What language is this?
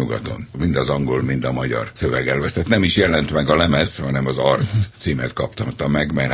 Hungarian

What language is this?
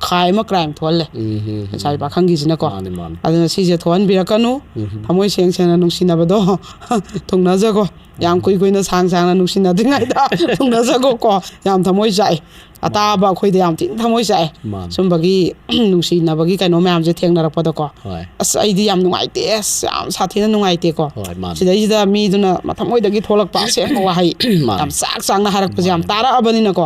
Manipuri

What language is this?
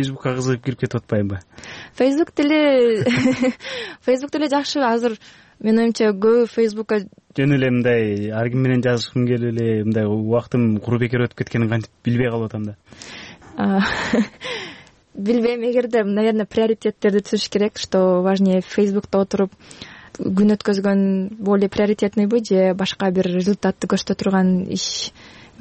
Kyrgyz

